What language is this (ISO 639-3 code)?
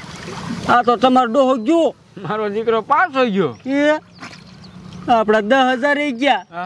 guj